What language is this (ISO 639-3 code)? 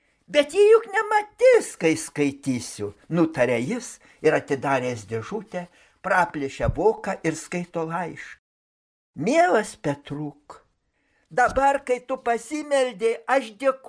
lit